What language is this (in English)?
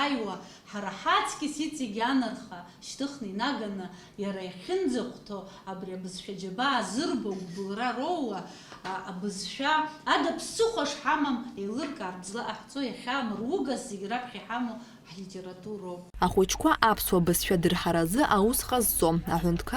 Abkhazian